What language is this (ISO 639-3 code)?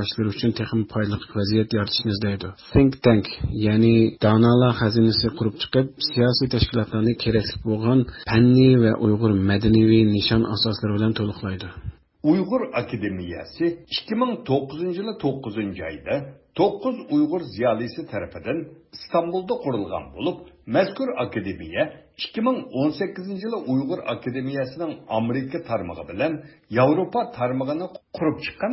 uig